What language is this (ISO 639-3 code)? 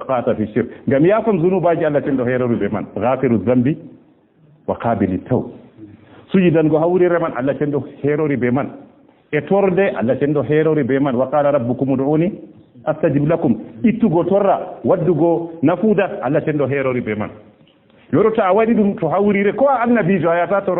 ful